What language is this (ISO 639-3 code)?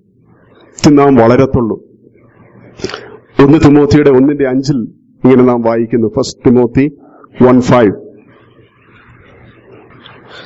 mal